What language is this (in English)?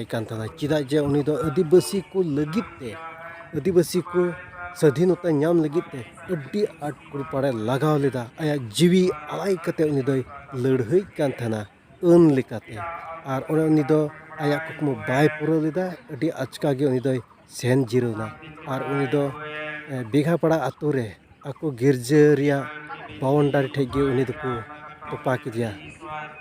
Santali